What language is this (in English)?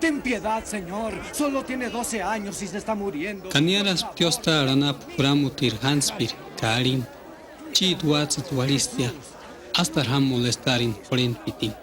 Purepecha